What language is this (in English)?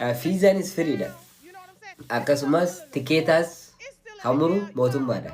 Oromo